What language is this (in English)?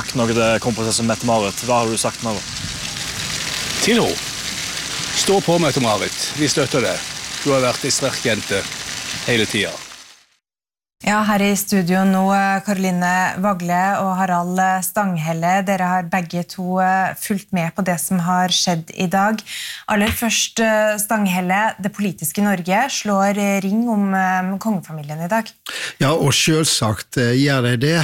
Norwegian